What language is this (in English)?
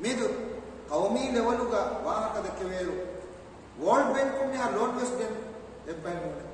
Divehi